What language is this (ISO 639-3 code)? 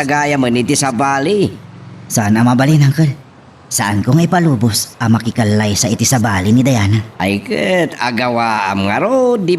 ilo